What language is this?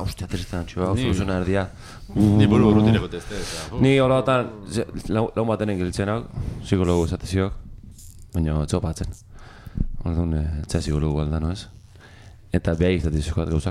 Basque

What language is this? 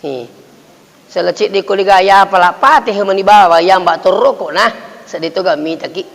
Buginese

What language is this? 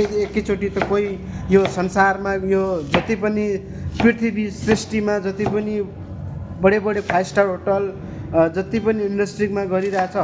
Nepali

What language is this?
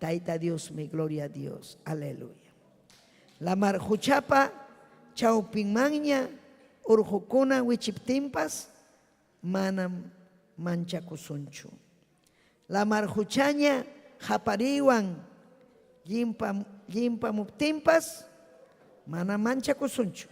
Ayacucho Quechua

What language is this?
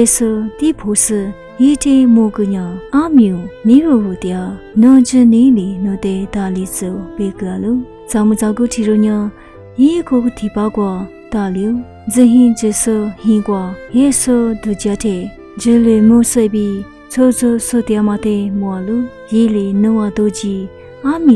Lisu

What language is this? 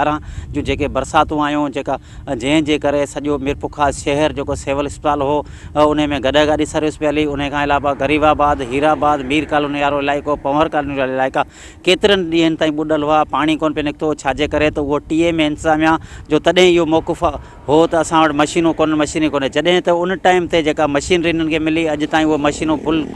Sindhi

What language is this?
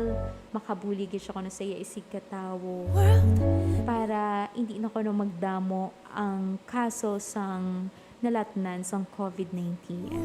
Hiligaynon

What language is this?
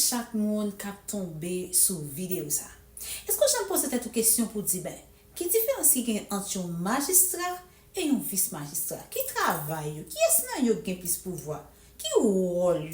Haitian Creole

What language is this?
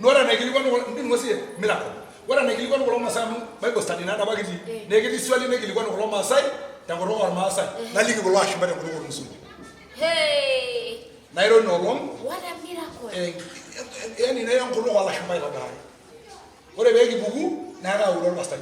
Masai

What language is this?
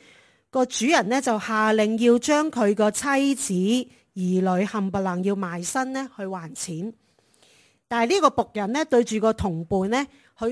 Cantonese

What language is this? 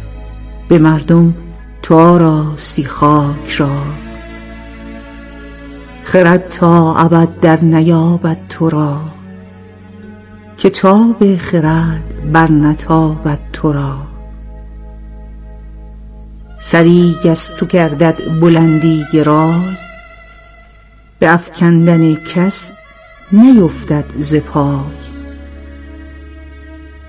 Persian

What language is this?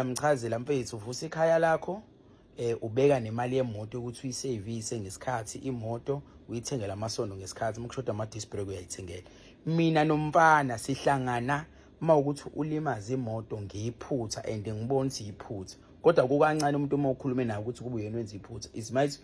Zulu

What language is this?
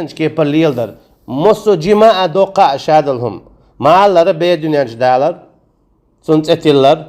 Chechen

